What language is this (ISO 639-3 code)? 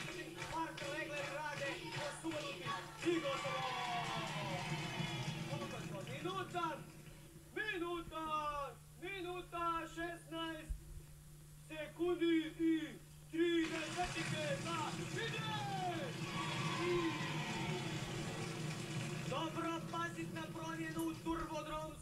hrv